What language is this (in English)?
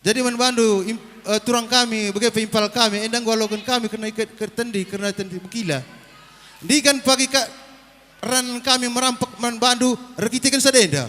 Batak Karo